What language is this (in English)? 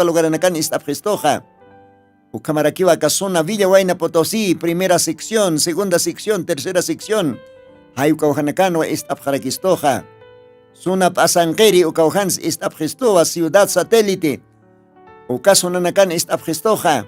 Aymara